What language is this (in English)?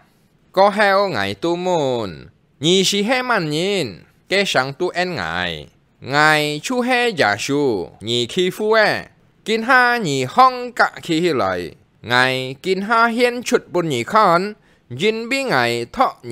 Hakka Chinese